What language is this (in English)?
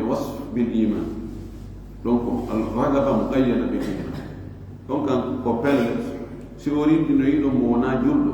Fula